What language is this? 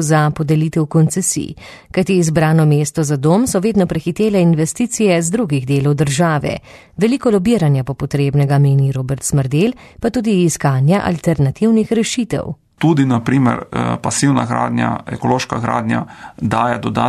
Slovenian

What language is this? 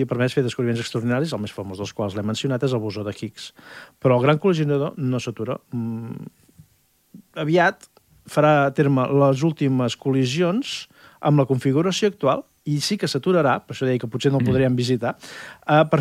Catalan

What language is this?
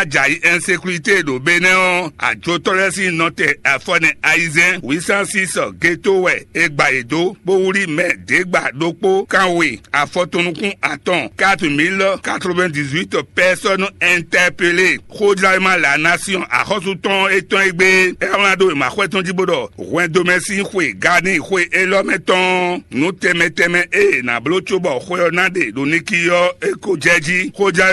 Fon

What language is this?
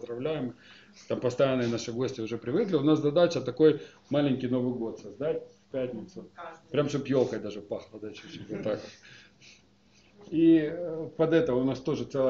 Russian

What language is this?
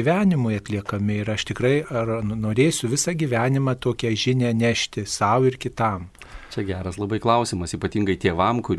Lithuanian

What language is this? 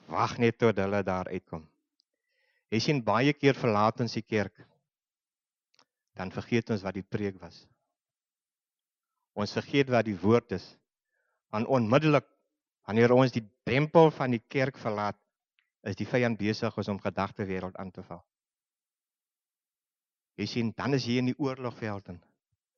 Afrikaans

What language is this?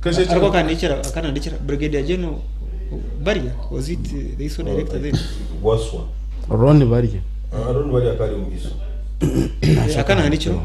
Nyankole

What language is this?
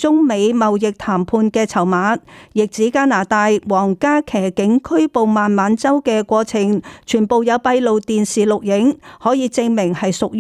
Cantonese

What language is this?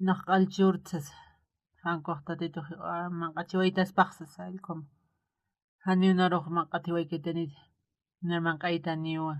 Aymara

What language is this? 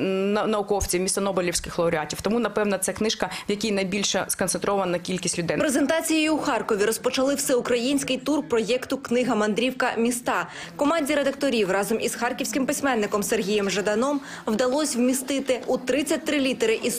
Ukrainian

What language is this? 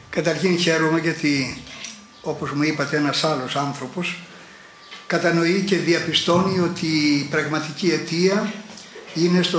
Greek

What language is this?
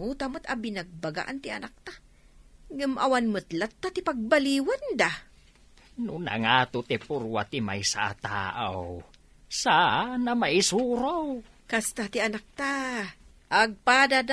Iloko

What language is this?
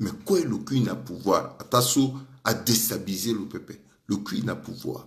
Sango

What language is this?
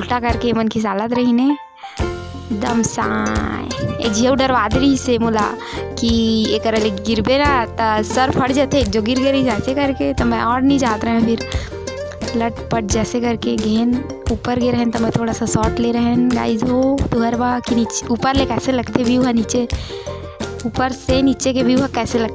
Chhattisgarhi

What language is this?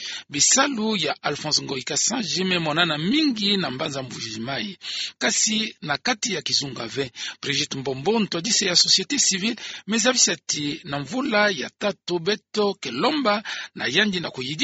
Kituba (Democratic Republic of Congo)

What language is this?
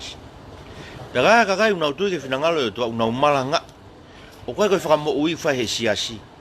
Tongan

